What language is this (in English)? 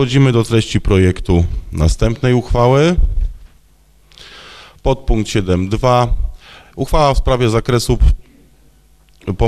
Polish